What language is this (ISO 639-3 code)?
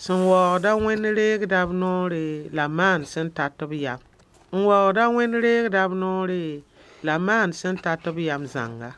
mos